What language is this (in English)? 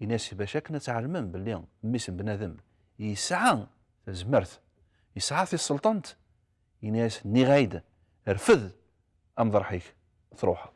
Kabyle